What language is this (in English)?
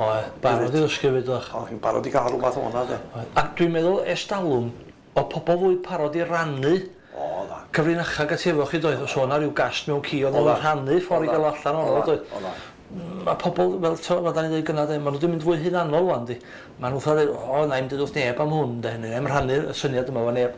Welsh